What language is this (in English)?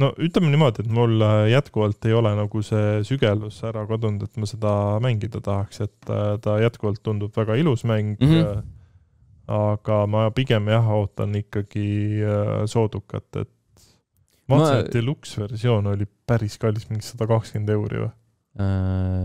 Estonian